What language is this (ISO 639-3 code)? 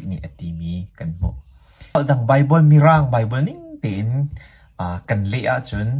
cnh